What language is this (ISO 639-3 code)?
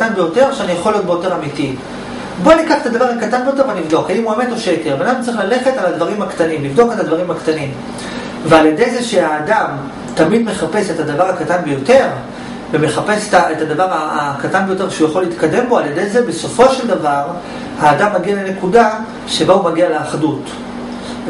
heb